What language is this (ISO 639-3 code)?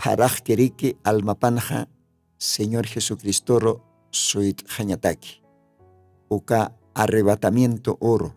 aym